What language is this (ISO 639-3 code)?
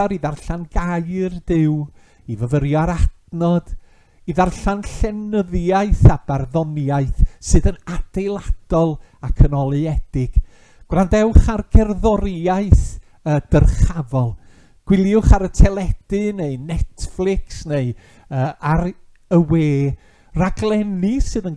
cym